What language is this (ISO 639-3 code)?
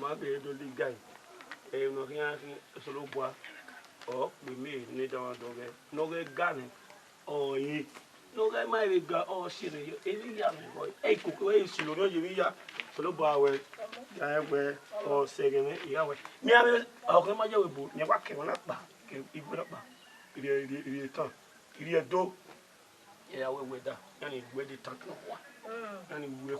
bin